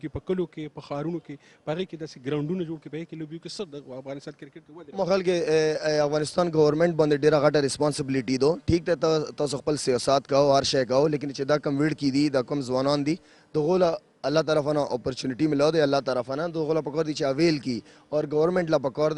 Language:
Pashto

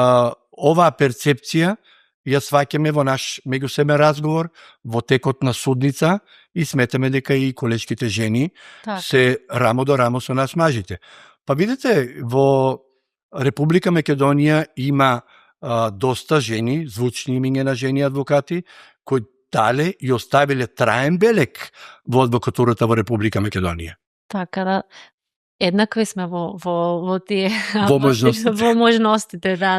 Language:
Macedonian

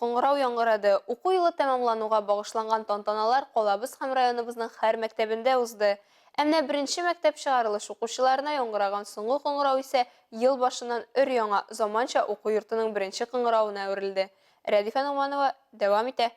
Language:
Tatar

